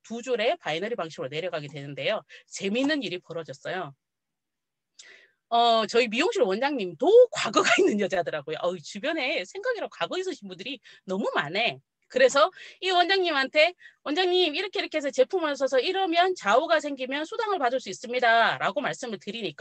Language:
Korean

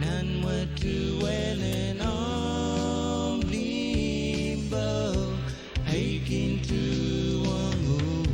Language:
Pohnpeian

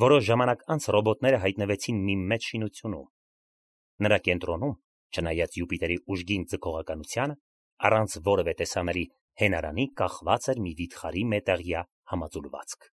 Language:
Armenian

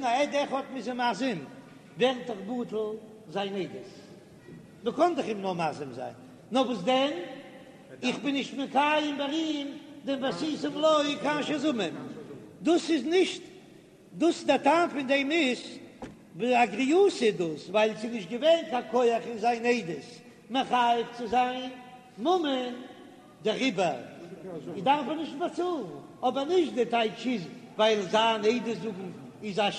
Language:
Yiddish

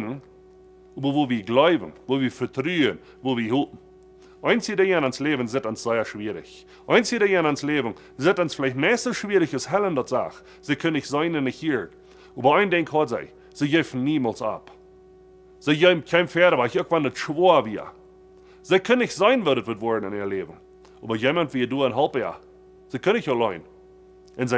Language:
Plautdietsch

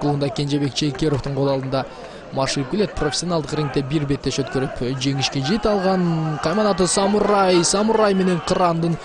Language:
Kyrgyz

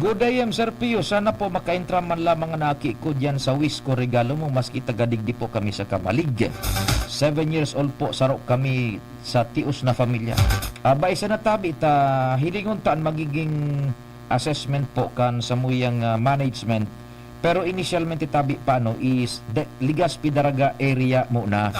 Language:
Bikol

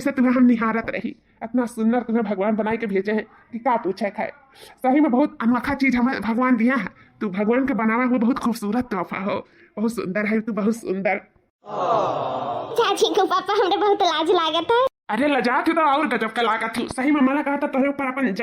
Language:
Awadhi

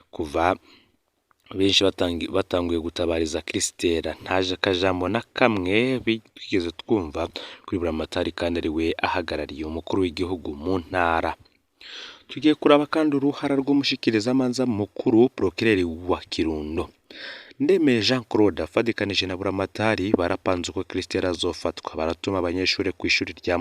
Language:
Rundi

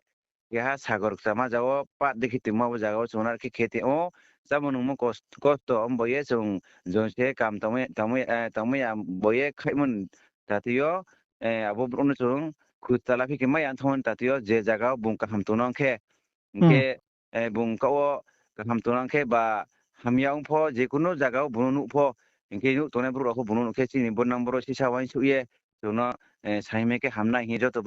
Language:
Riang (India)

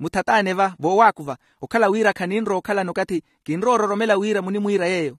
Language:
Makhuwa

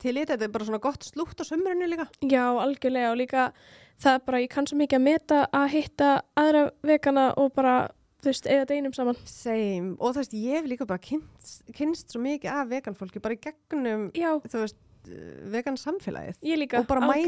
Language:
Icelandic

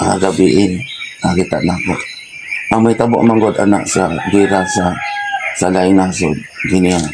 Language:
Cebuano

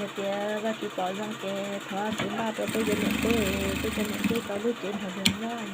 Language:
Hmong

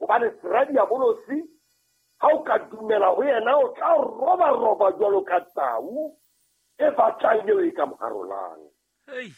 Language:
Southern Sotho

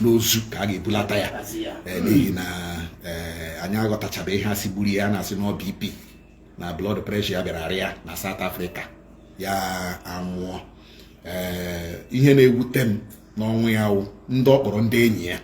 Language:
Igbo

